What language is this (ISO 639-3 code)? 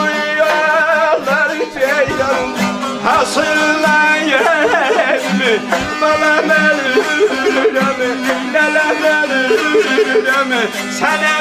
azb